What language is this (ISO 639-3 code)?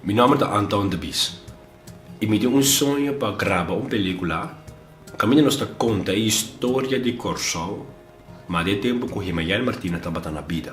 pap